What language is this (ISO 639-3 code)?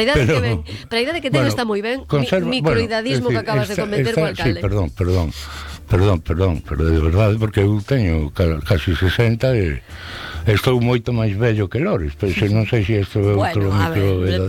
glg